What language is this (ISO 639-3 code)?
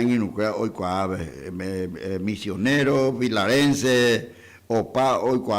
grn